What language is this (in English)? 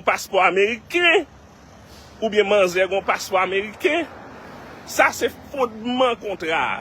Haitian Creole